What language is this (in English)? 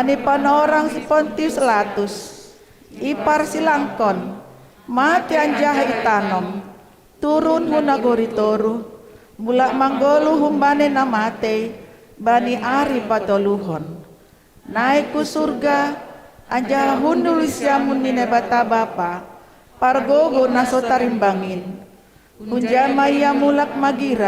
Batak Simalungun